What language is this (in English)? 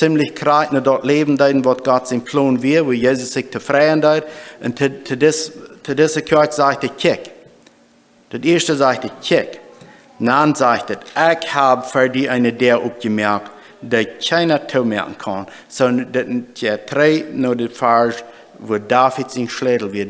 Plautdietsch